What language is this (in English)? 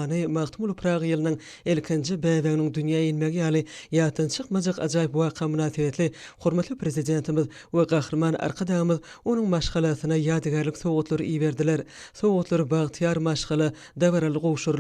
Turkmen